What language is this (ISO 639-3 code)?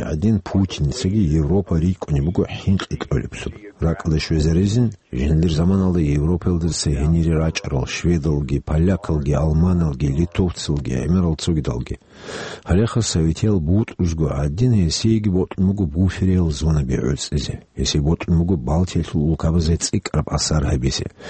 ava